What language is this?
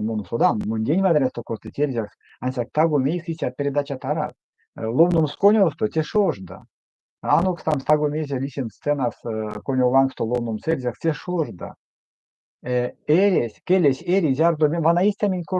Erzya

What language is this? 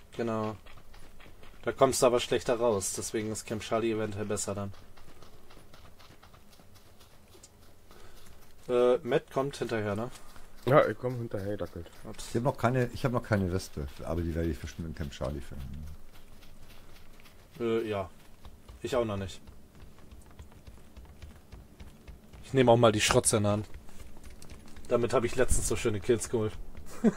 German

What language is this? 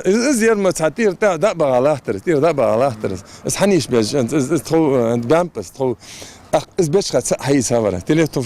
Ingush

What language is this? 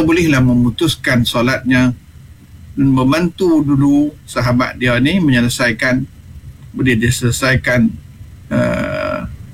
Malay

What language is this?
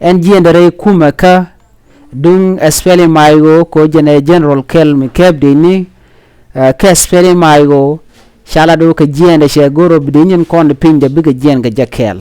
Nuer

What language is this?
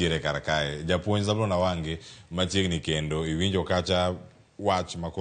Luo (Kenya and Tanzania)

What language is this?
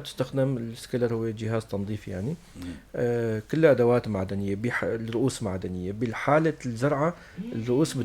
North Levantine Arabic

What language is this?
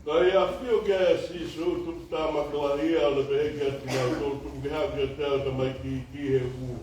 Tongan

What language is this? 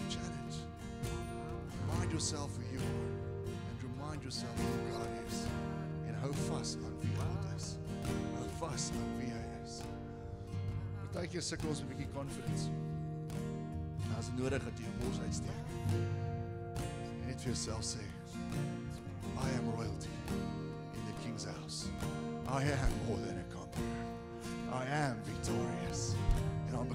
Afrikaans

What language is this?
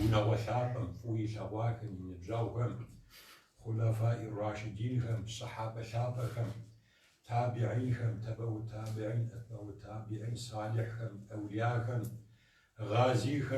Kabardian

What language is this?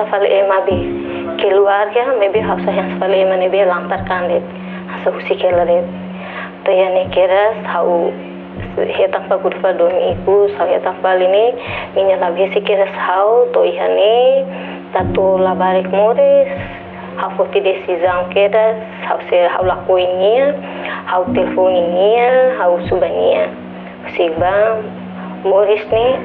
Tetum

